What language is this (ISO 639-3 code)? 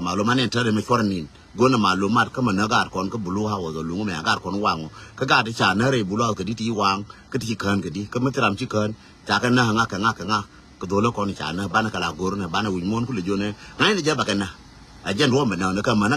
nus